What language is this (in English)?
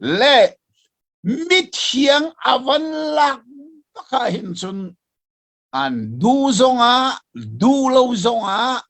Hakha Chin